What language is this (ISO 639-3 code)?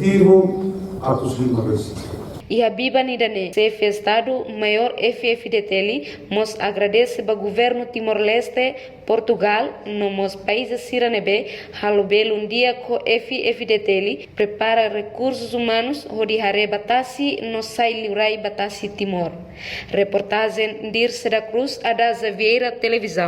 tet